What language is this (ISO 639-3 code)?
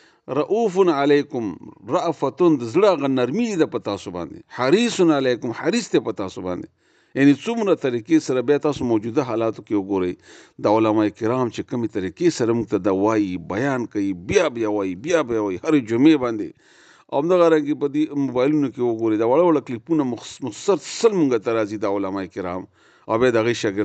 pus